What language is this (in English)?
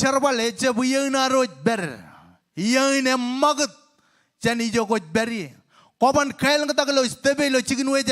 Marshallese